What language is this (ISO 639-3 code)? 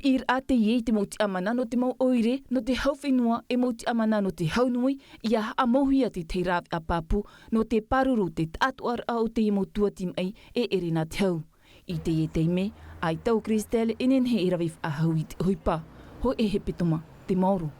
tah